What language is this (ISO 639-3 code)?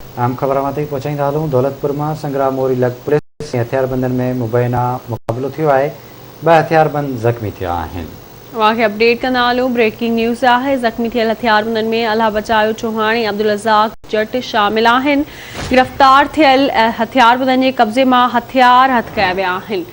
snd